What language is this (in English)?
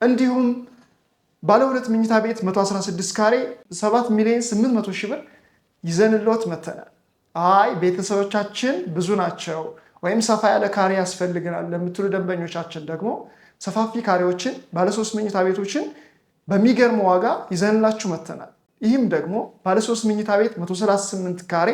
Amharic